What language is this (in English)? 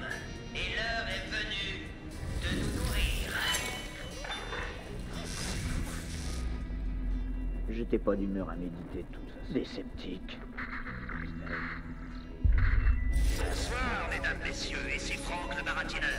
French